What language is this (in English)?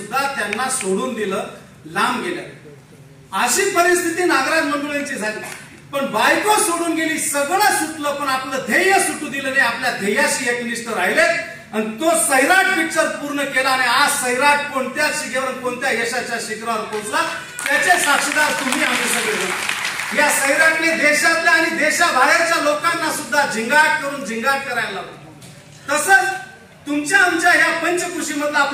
Marathi